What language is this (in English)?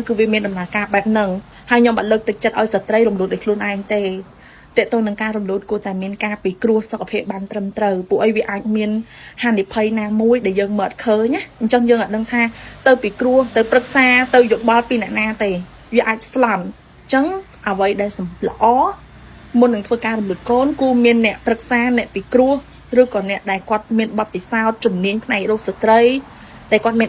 Khmer